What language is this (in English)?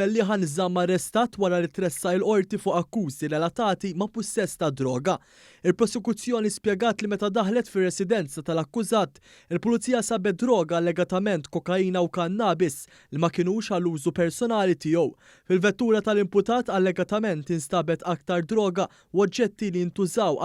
Maltese